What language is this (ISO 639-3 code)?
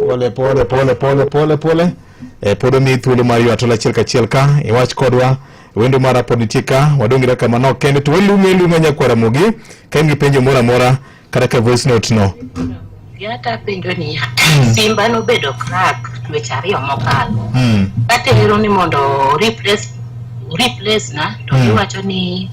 luo